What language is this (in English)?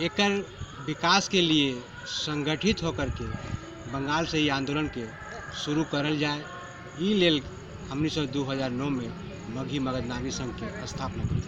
Magahi